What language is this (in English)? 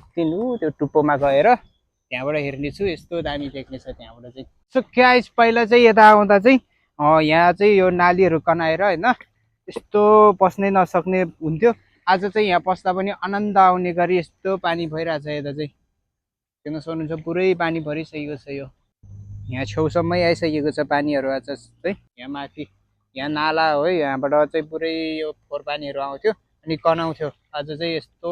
Nepali